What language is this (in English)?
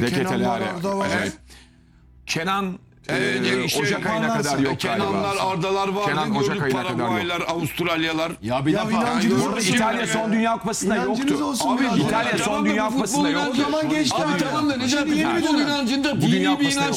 Turkish